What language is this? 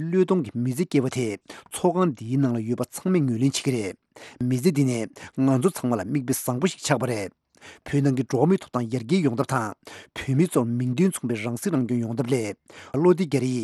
Tibetan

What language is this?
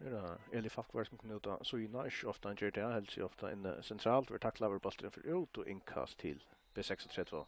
Faroese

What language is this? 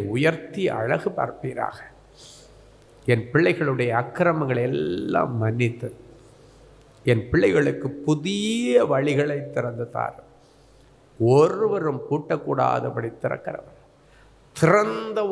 Tamil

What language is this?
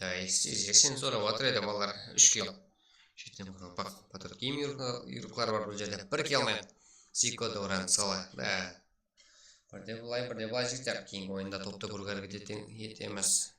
Kara-Kalpak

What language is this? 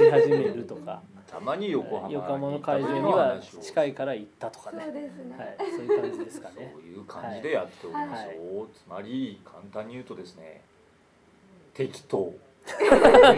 Japanese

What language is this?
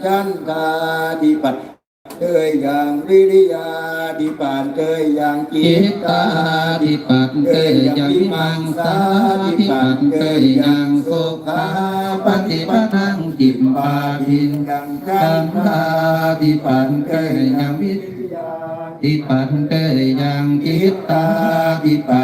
Pali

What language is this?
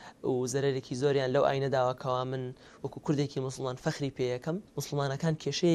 Central Kurdish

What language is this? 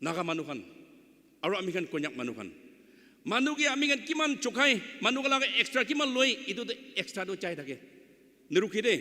Naga Pidgin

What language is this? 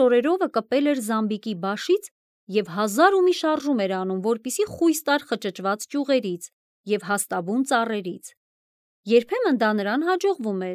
Armenian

